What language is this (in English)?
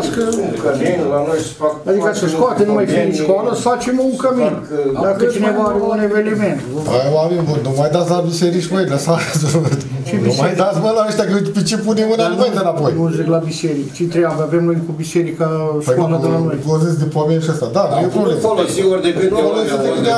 Romanian